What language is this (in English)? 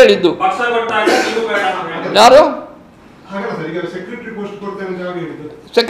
Kannada